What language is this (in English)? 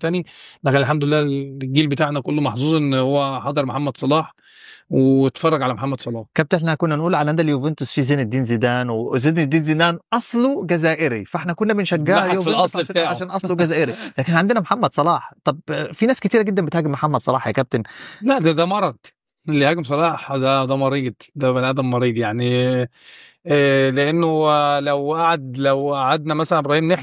Egyptian Arabic